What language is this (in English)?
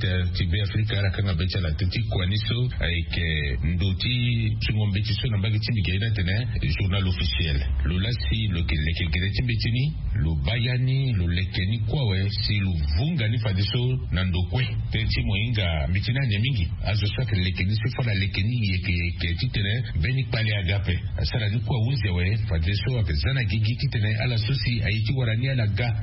Sango